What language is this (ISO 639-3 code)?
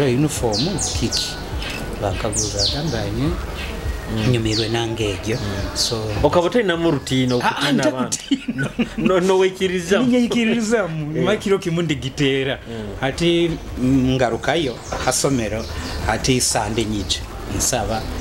nyo